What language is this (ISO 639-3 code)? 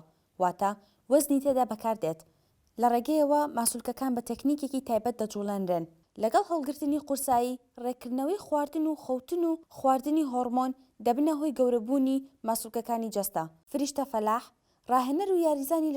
ckb